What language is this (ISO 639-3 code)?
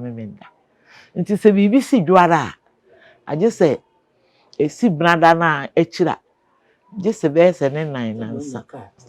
aka